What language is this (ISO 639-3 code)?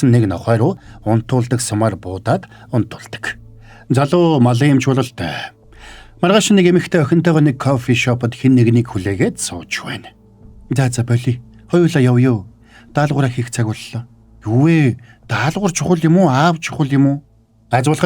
mon